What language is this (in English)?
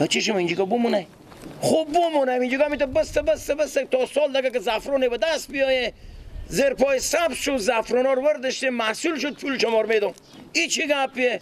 Persian